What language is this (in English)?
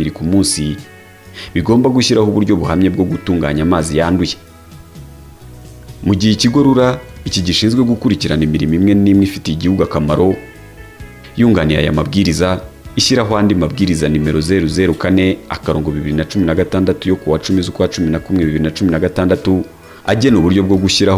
Kinyarwanda